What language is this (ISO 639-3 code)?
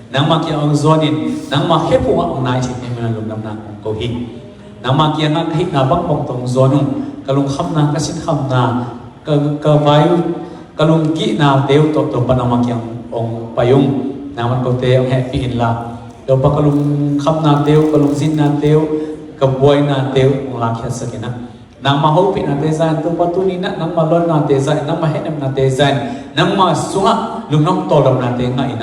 ctd